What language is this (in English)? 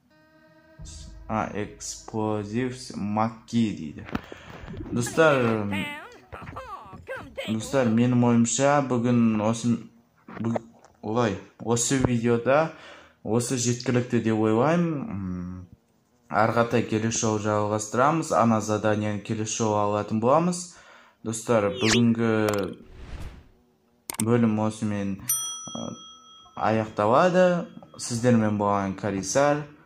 Kazakh